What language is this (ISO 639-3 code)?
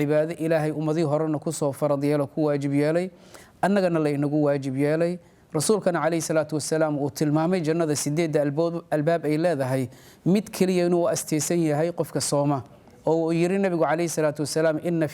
som